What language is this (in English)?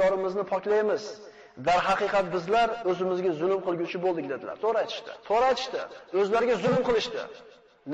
Uzbek